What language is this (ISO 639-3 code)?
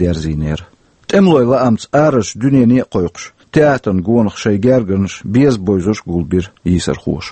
che